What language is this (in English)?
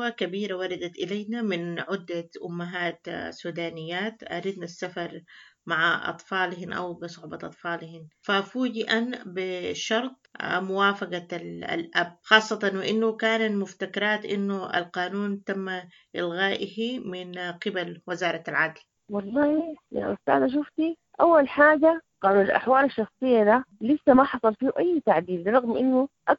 Sudanese Arabic